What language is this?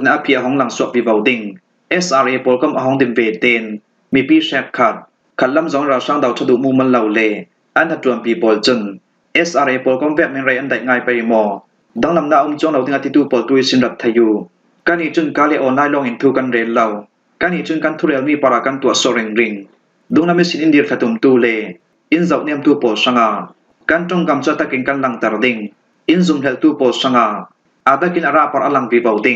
Falam Chin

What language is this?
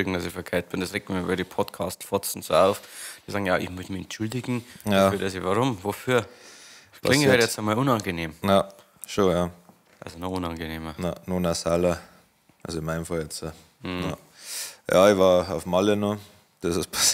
Bavarian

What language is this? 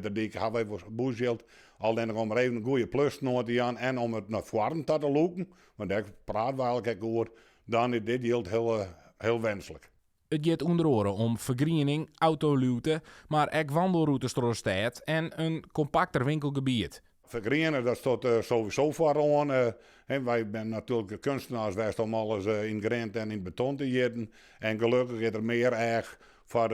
Western Frisian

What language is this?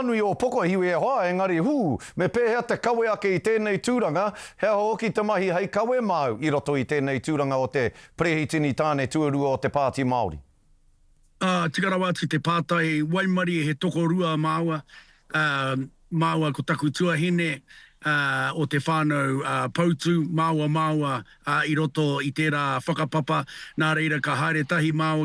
Māori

